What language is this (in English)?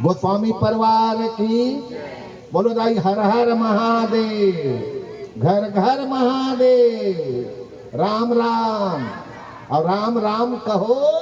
Chhattisgarhi